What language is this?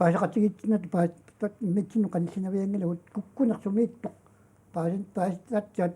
Kalaallisut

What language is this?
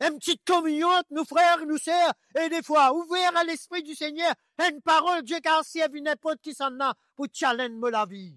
Morisyen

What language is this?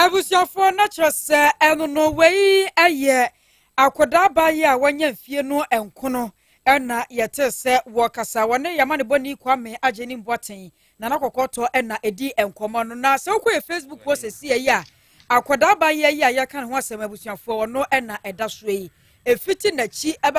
Akan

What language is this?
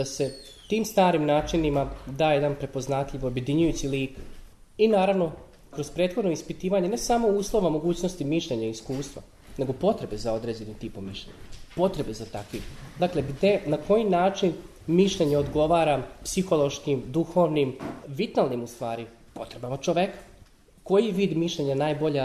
Serbian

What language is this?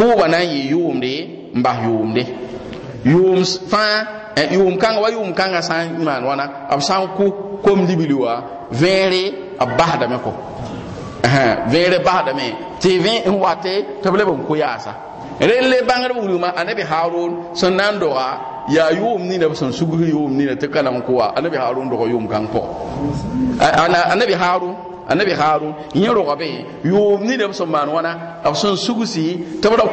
Mossi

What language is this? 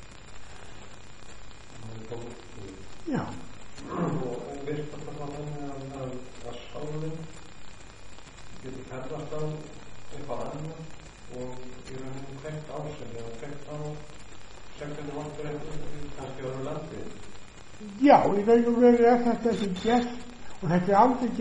Icelandic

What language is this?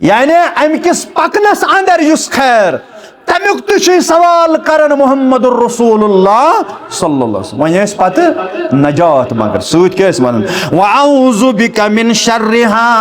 Kashmiri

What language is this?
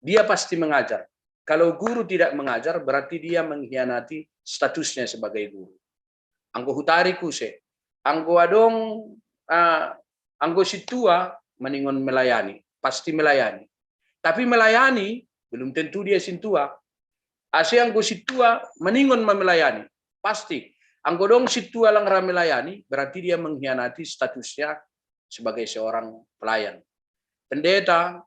Batak Simalungun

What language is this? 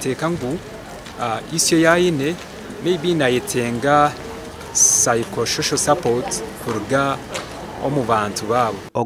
Nyankole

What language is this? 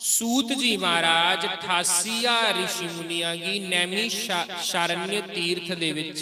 Dogri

